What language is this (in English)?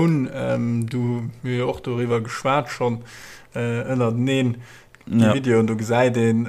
Luxembourgish